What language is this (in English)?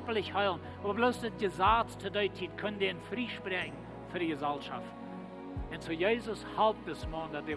Plautdietsch